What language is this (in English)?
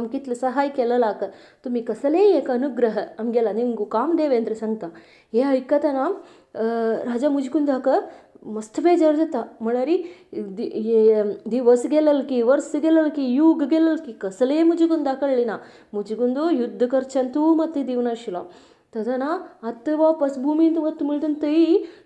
Konkani